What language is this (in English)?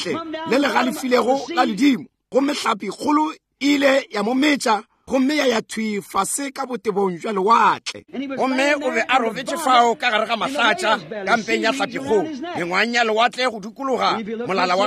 Northern Sotho